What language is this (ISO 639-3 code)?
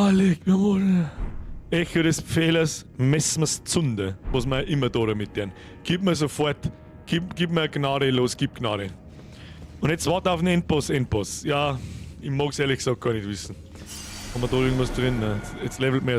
bar